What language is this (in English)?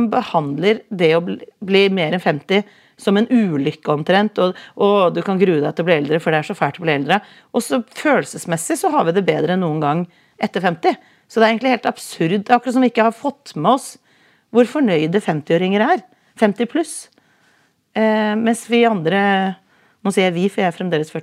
Norwegian